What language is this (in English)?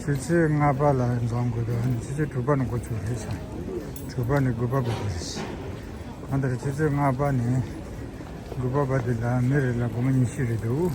Tibetan